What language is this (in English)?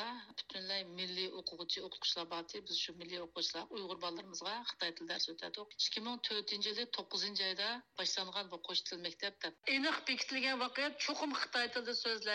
Uyghur